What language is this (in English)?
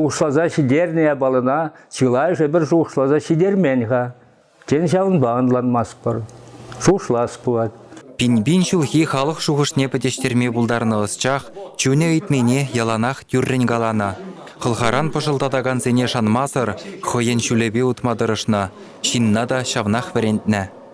Chuvash